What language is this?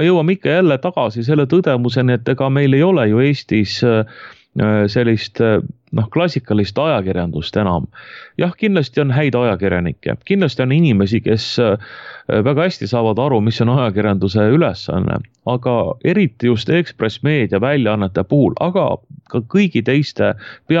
Estonian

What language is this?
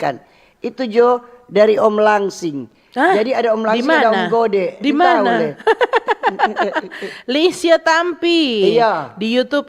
Manado Malay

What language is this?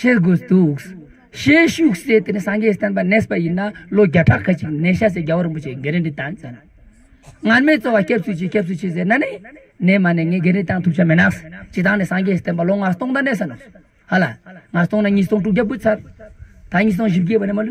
Ladakhi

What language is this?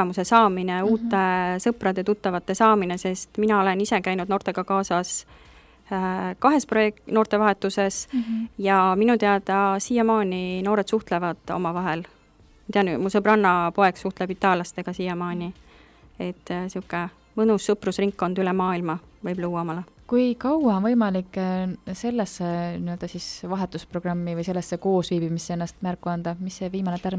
Estonian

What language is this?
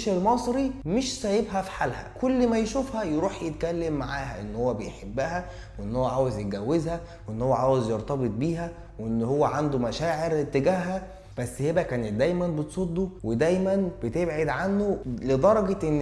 Egyptian Arabic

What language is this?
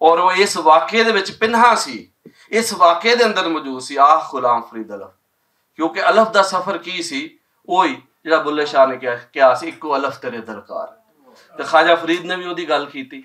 Western Panjabi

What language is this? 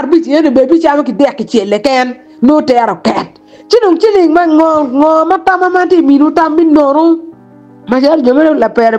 Acoli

